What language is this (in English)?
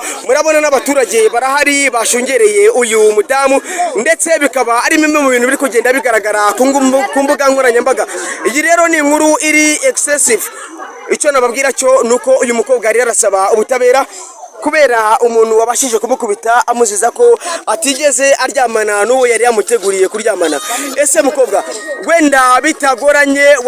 Kinyarwanda